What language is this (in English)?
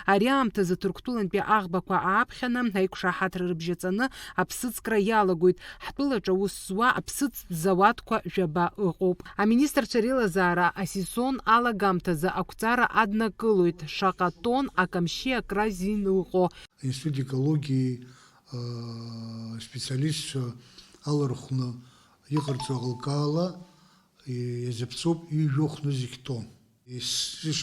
Abkhazian